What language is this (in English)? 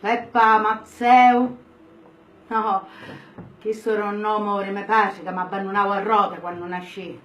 Sicilian